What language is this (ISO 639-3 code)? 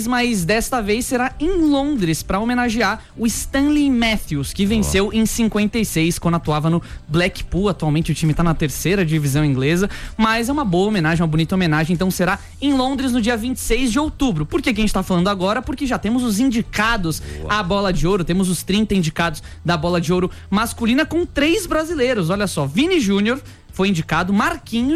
por